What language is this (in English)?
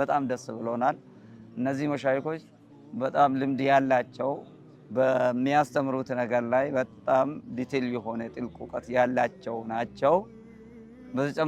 Amharic